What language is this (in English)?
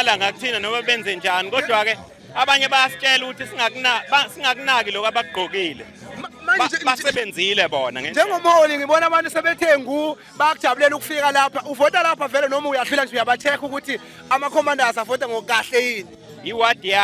Zulu